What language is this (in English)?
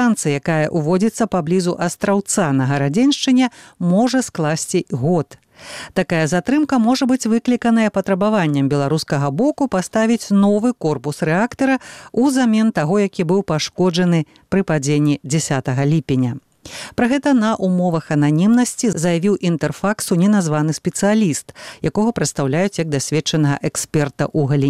Belarusian